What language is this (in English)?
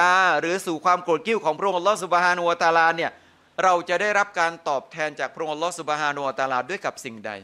Thai